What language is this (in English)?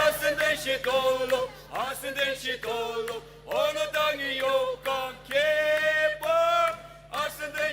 Ao Naga